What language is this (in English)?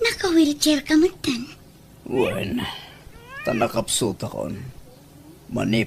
Iloko